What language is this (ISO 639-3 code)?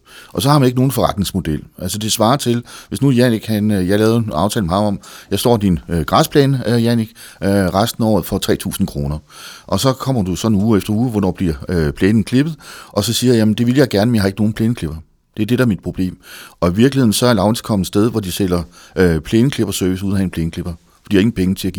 dan